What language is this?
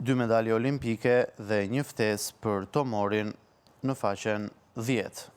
Albanian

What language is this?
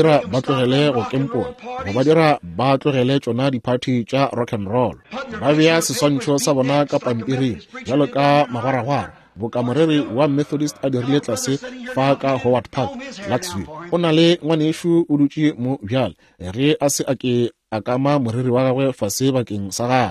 Northern Sotho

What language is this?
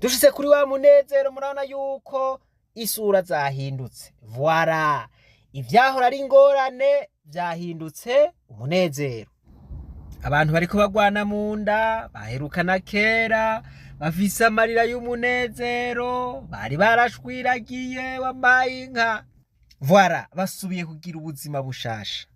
Rundi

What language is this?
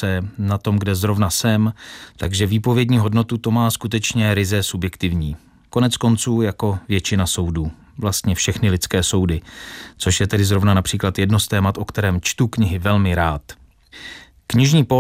Czech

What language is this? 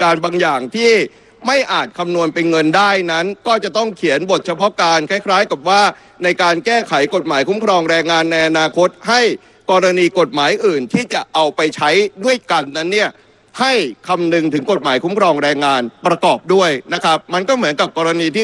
Thai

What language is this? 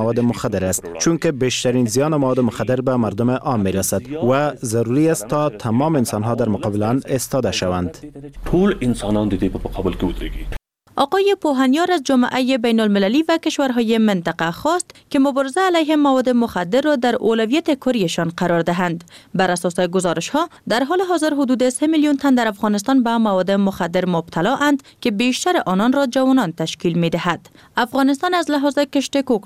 Persian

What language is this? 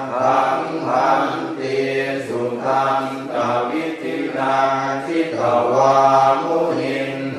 Pali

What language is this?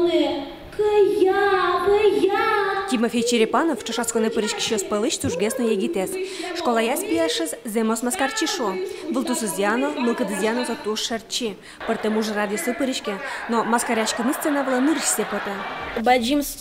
Udmurt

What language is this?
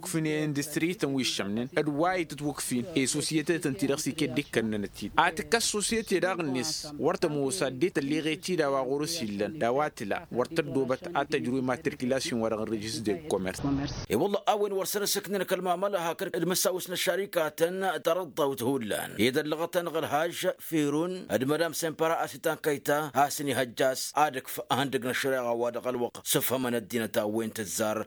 Tamasheq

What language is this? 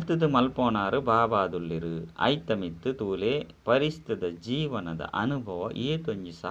Tulu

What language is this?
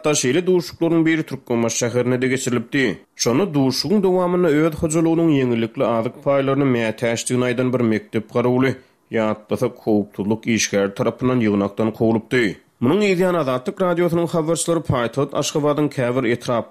Turkmen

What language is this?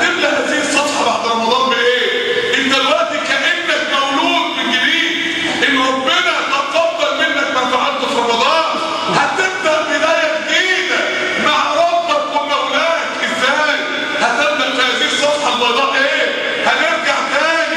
Egyptian Arabic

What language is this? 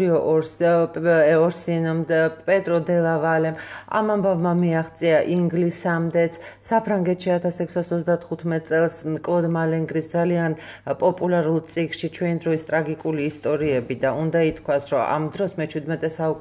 Georgian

